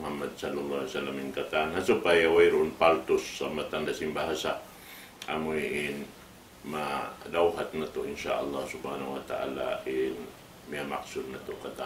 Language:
Tausug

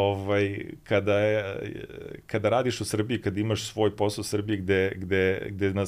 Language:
Serbian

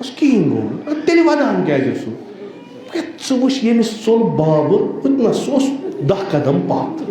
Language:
Kashmiri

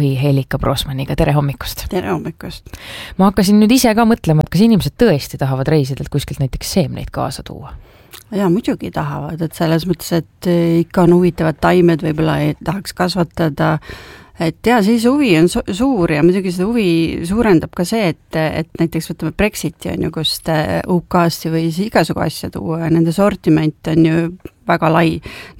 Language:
Estonian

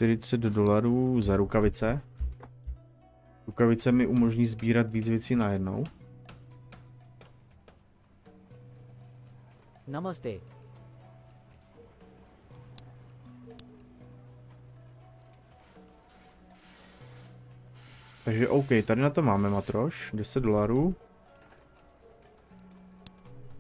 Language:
Czech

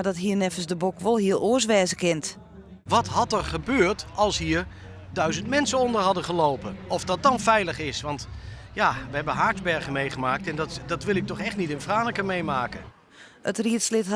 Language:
Western Frisian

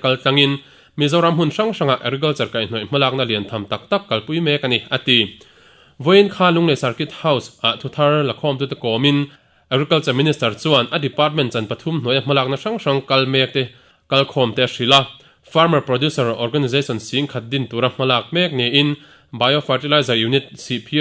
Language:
Mizo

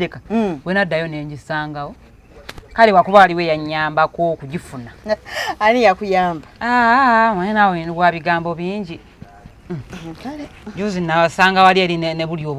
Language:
Ganda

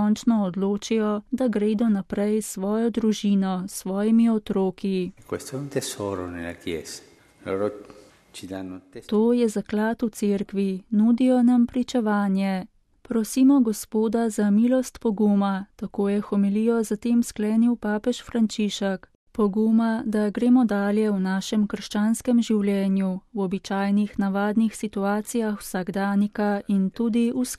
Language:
Slovenian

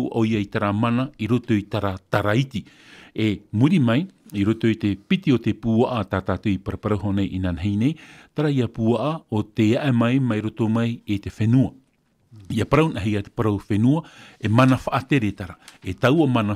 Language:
Tahitian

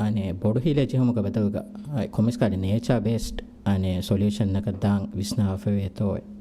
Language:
Divehi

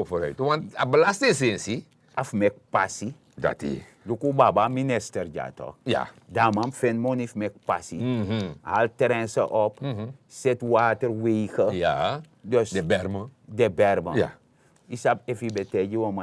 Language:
Sranan Tongo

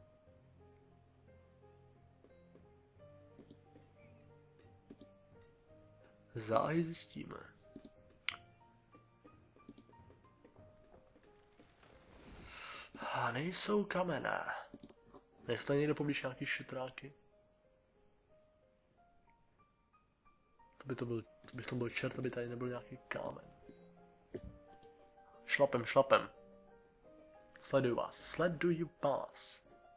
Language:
Czech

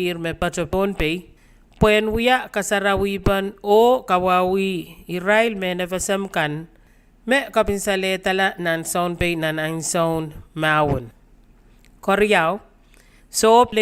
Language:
Pohnpeian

